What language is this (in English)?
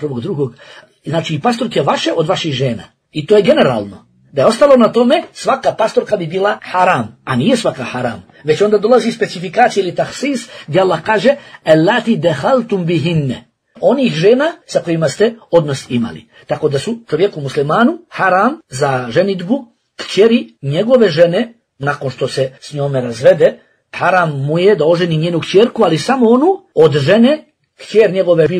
Bosnian